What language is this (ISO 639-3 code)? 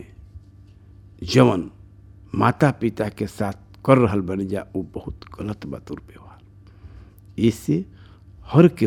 bho